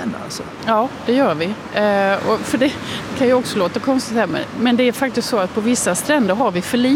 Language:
Swedish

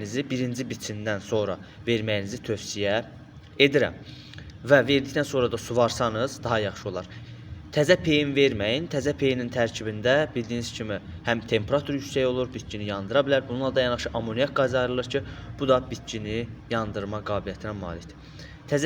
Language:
Azerbaijani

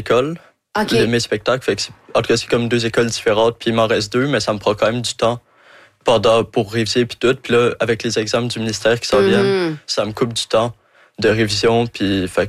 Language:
French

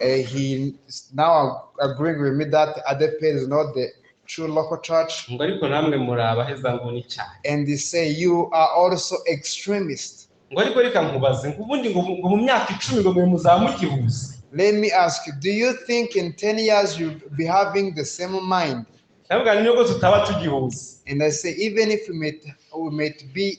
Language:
Kinyarwanda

